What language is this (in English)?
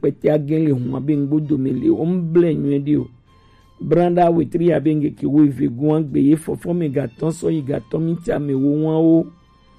Gen